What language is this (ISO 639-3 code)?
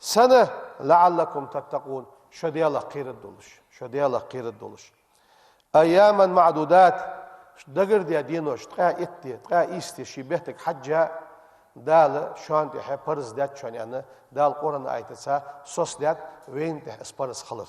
inh